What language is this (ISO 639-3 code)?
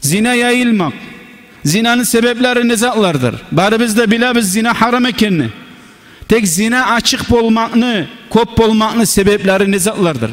kum